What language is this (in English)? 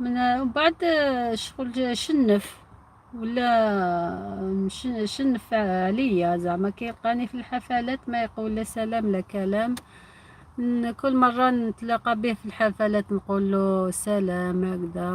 Algerian Arabic